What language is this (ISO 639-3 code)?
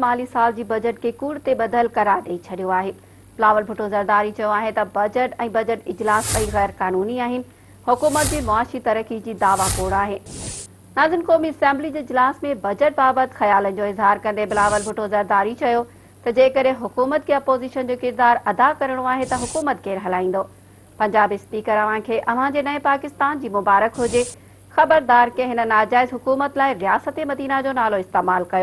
snd